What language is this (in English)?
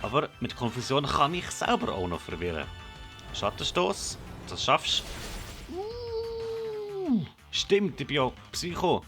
Swiss German